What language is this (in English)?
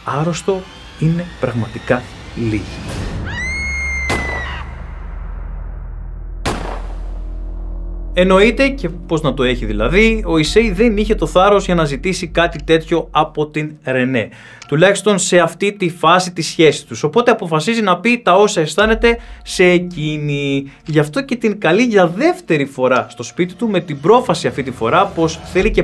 Greek